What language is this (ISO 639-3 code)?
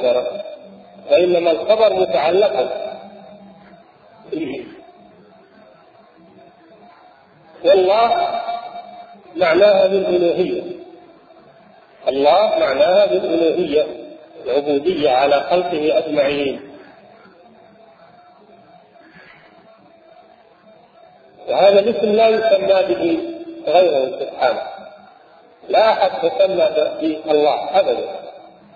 ara